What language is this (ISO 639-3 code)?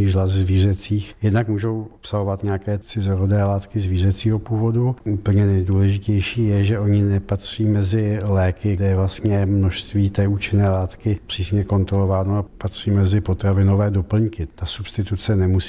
ces